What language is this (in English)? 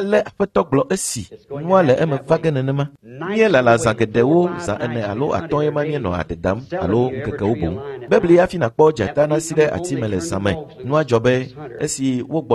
Ewe